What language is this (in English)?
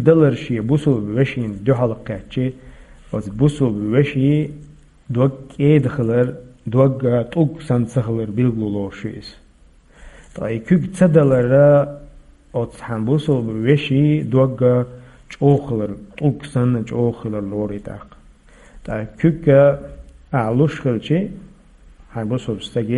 Chechen